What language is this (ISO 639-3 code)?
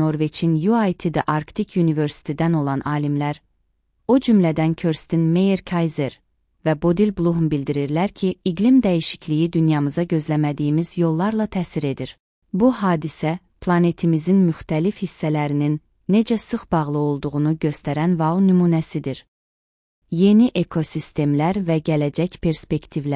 aze